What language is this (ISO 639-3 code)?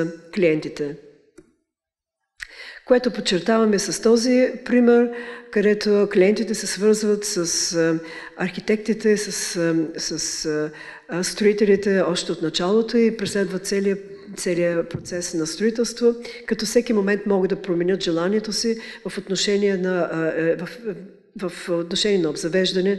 bul